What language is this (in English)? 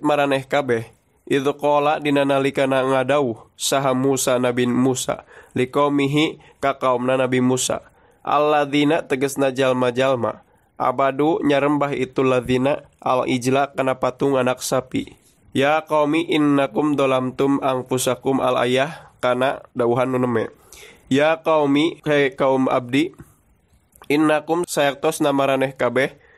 Sundanese